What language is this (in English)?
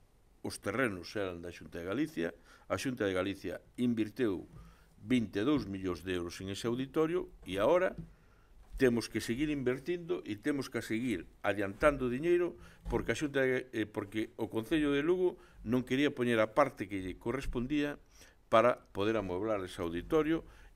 Galician